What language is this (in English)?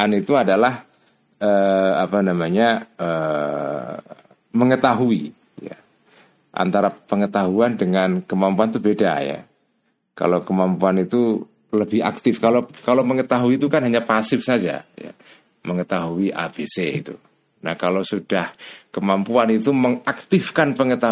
Indonesian